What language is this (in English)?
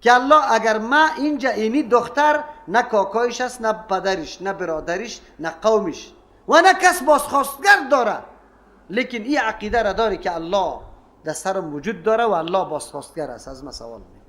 Persian